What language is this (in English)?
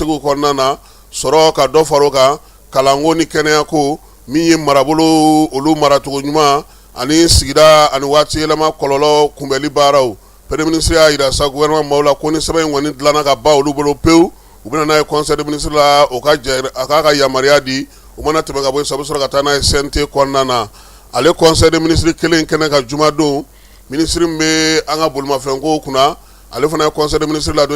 Bambara